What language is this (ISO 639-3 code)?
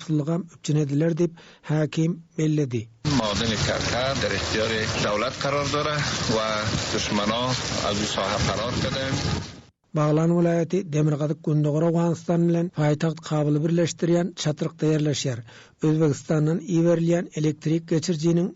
tuk